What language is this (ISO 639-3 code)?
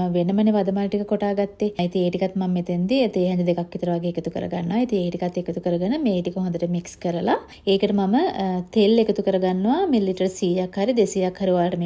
sin